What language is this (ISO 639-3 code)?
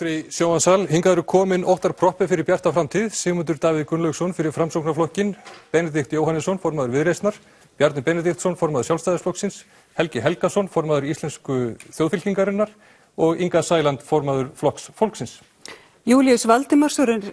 isl